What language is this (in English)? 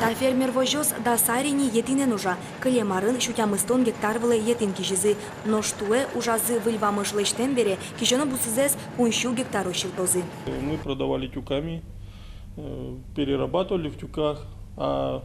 Udmurt